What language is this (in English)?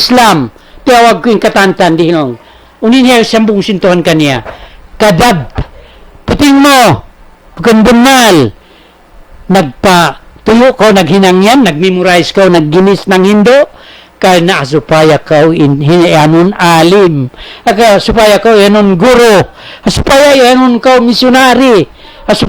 Tausug